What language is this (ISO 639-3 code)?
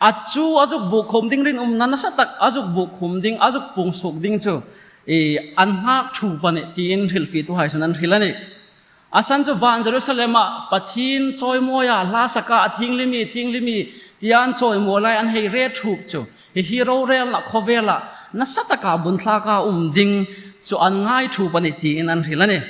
hmr